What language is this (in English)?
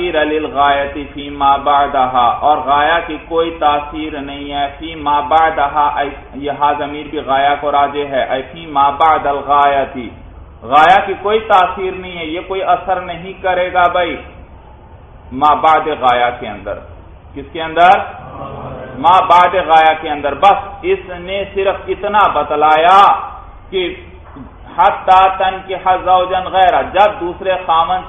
Urdu